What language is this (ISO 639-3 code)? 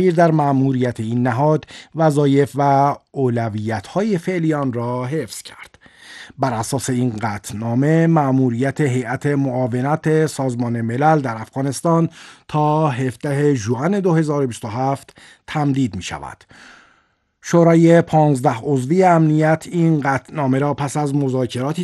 fas